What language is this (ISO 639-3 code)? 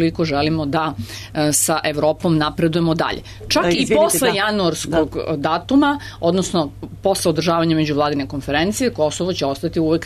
srp